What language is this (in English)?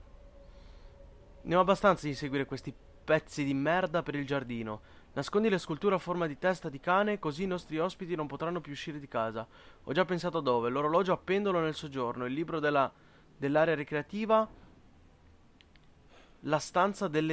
Italian